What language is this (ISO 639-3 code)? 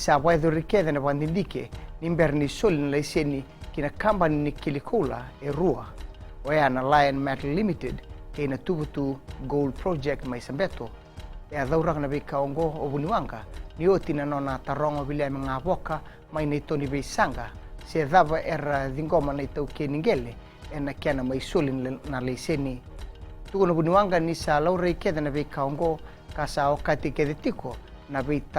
fij